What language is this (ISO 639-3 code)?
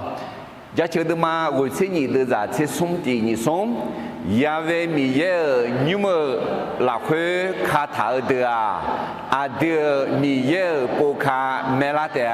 ahk